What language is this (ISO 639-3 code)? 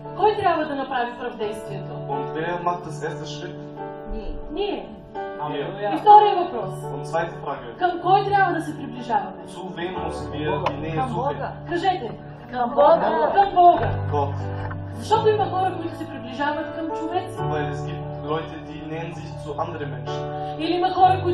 bul